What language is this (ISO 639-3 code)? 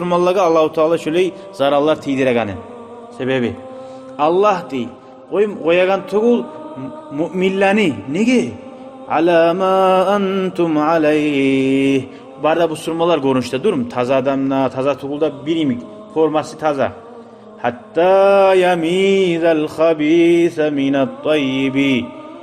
kum